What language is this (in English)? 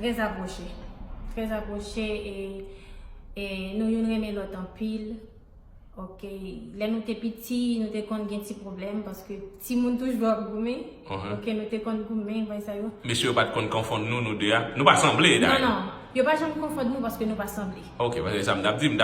Haitian Creole